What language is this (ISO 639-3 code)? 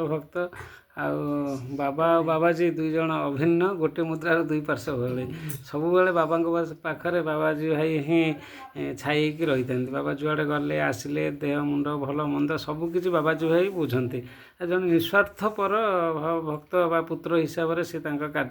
ori